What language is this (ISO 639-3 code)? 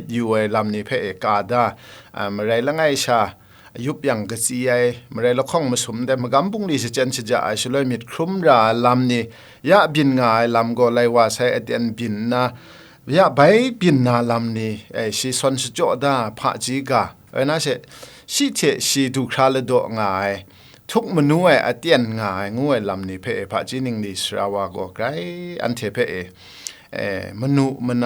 kac